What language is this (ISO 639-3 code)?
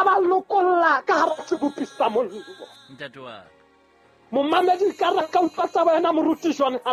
sot